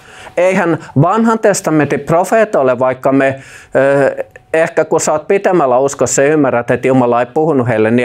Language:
Finnish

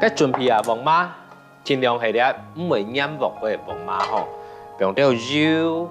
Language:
Hakka Chinese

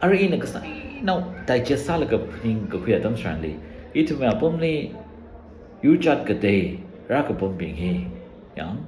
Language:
Tangkhul Naga (India)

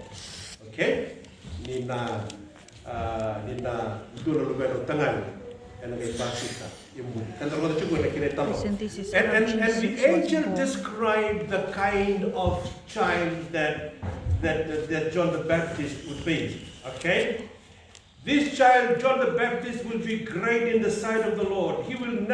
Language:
Fijian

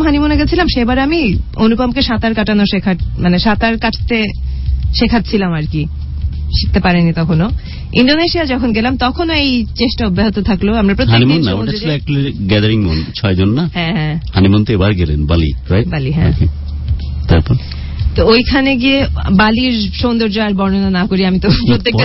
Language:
Bangla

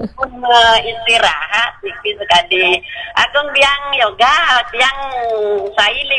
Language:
Balinese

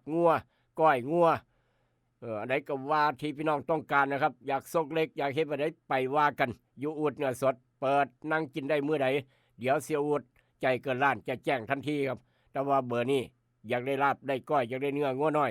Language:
Northeastern Thai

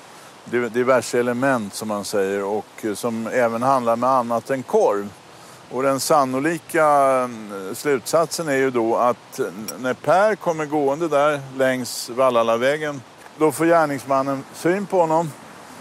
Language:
Swedish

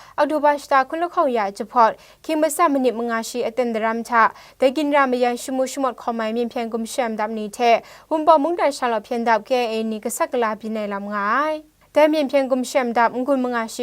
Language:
Kachin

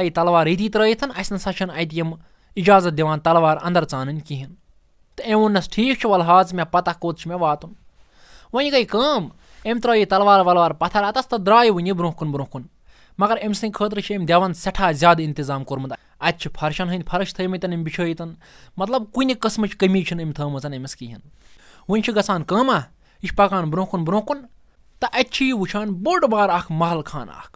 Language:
Kashmiri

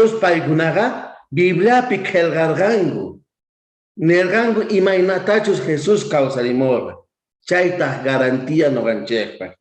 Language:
South Bolivian Quechua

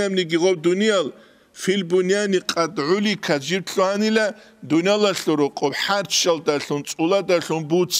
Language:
Avaric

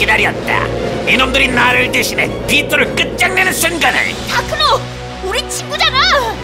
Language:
Korean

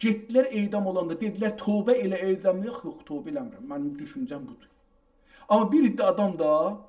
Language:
South Azerbaijani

